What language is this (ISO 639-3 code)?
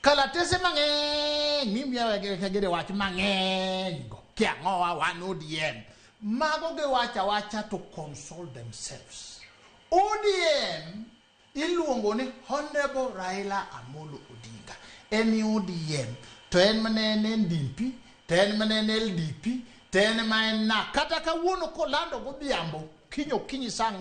luo